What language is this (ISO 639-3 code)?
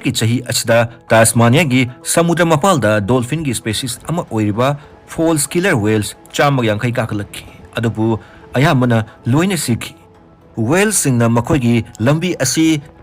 mni